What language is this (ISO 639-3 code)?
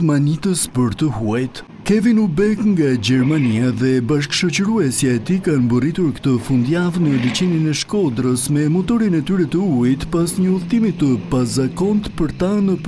sqi